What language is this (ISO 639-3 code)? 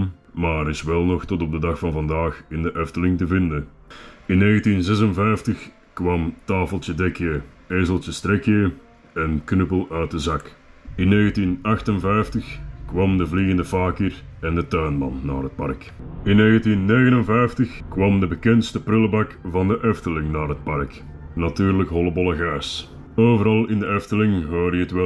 nld